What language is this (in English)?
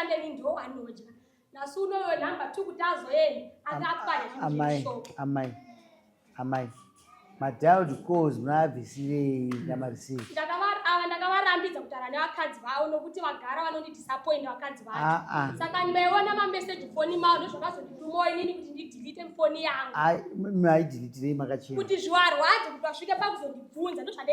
Shona